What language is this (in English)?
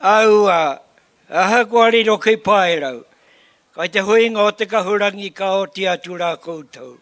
Māori